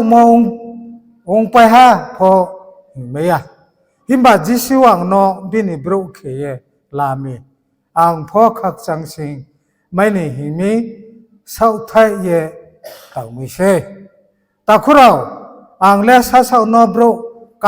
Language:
Riang (India)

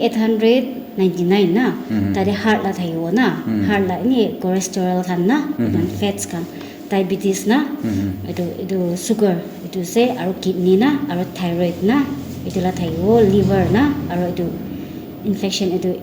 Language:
Naga Pidgin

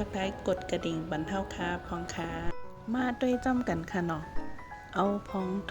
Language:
Shan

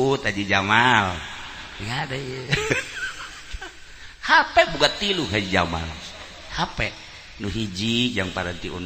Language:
Sundanese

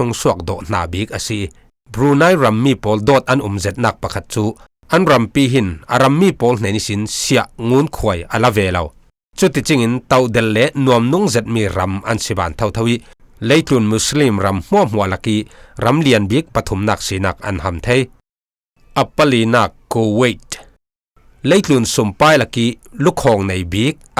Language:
Falam Chin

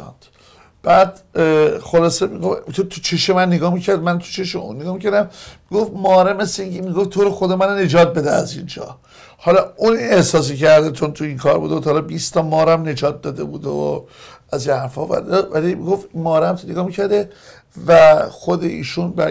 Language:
Persian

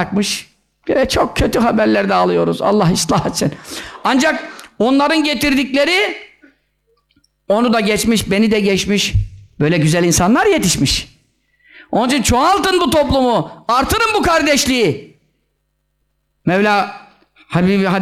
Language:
Turkish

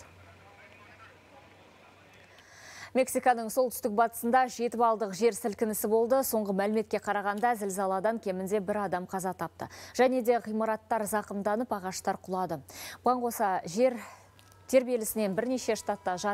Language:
Kazakh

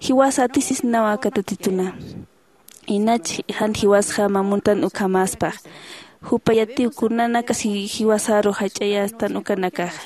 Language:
Aymara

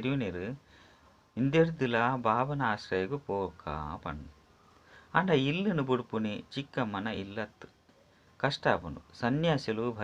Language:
Tulu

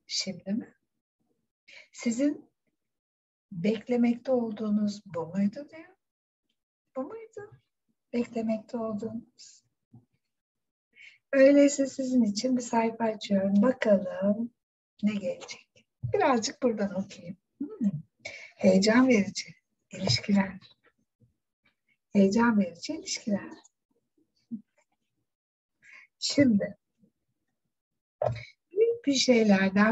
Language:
Turkish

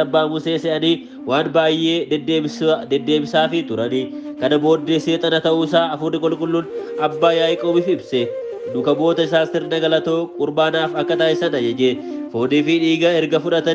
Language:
Oromo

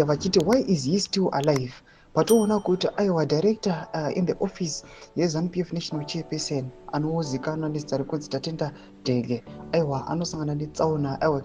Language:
Shona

